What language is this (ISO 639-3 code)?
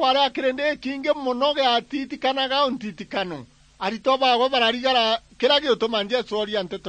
mer